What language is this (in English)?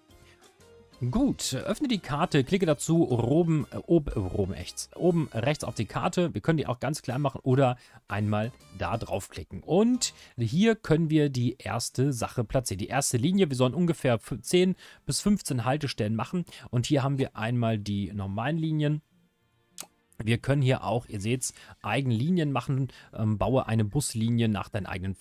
German